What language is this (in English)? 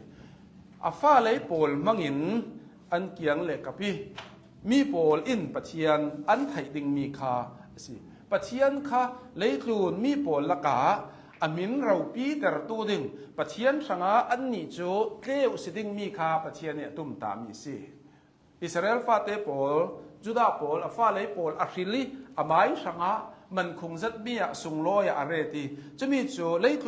Hakha Chin